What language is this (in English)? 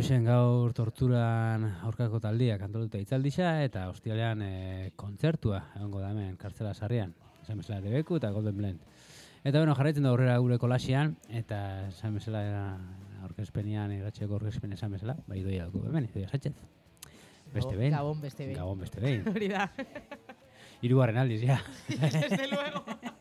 Basque